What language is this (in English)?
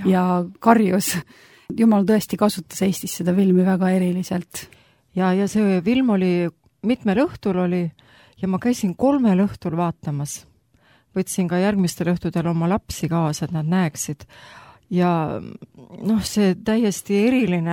Estonian